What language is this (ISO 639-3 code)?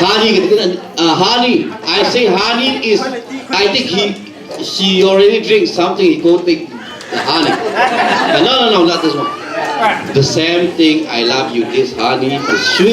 cnh